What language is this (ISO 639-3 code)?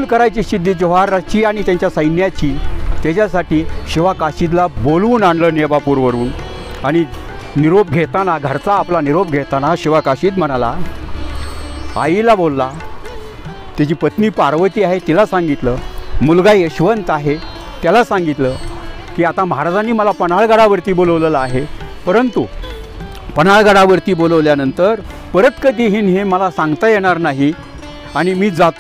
mar